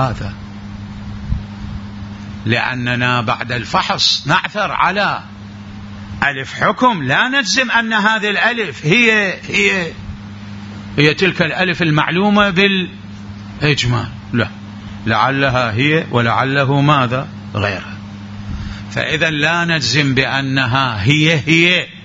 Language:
Arabic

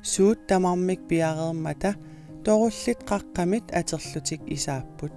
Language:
Kalaallisut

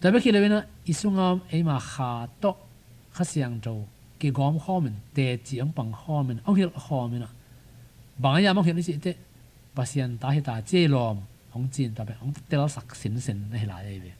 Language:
Tedim Chin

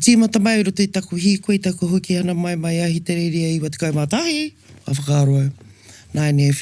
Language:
Māori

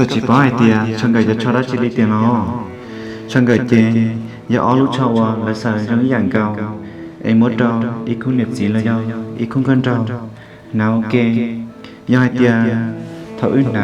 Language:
Hmong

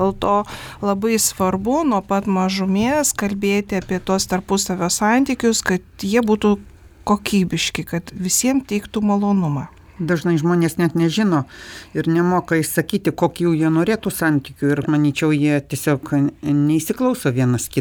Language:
Lithuanian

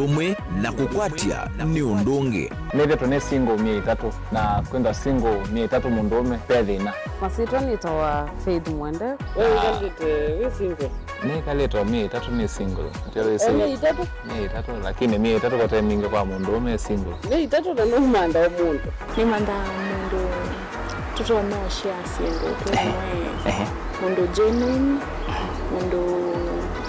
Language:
Kamba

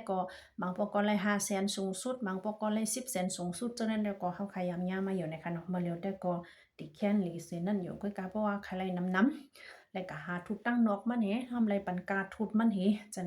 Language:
Shan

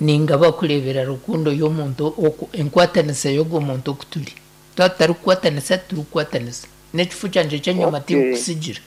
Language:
Nyankole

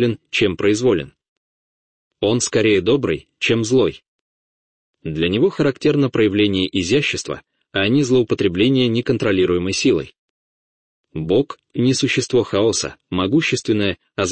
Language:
Russian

